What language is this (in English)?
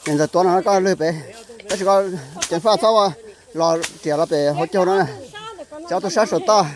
Hmong